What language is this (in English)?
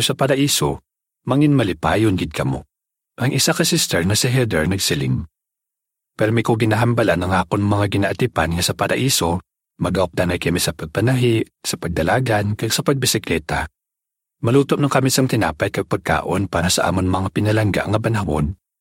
Hiligaynon